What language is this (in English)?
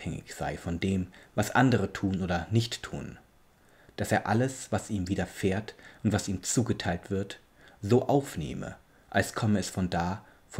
German